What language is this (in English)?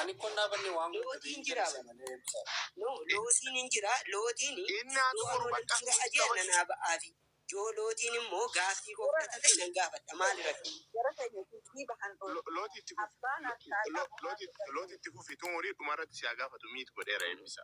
Oromo